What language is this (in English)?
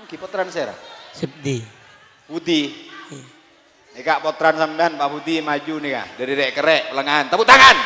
Madurese